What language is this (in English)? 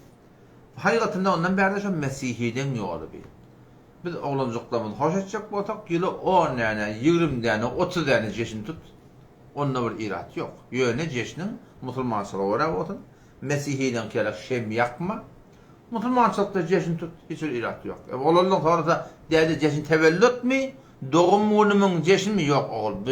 Turkmen